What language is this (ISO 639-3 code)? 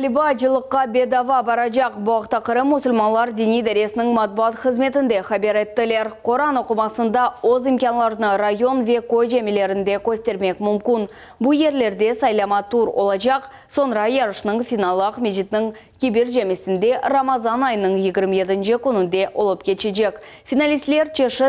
crh